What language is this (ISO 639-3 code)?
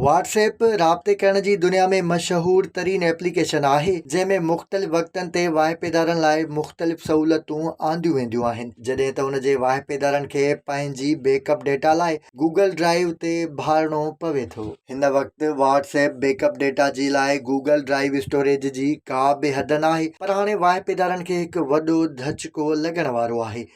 snd